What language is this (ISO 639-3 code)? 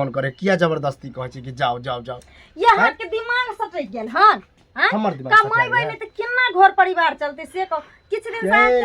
mai